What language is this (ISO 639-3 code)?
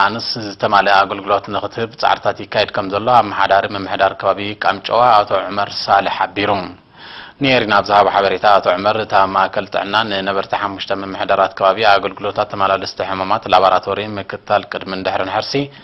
tir